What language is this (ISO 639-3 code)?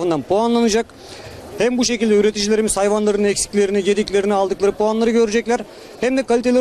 tur